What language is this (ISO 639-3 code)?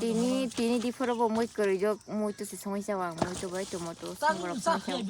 trp